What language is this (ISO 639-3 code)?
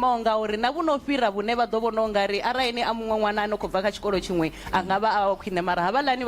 ven